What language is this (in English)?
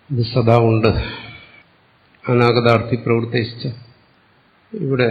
Malayalam